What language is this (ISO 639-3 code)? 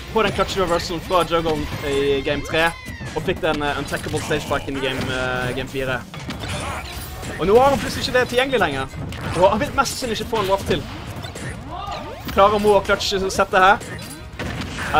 nor